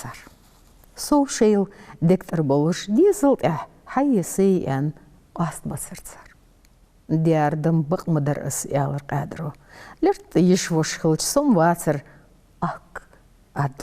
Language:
Ingush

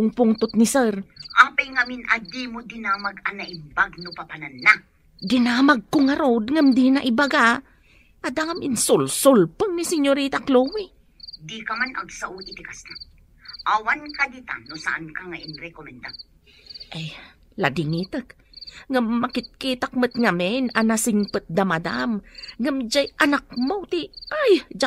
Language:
Iloko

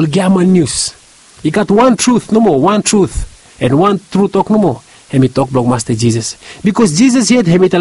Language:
Bislama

